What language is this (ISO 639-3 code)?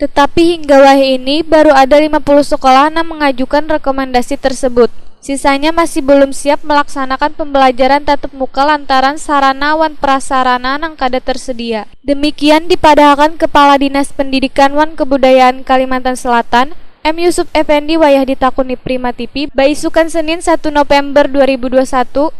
bjn